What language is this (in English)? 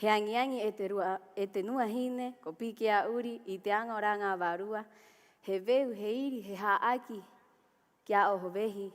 Rapanui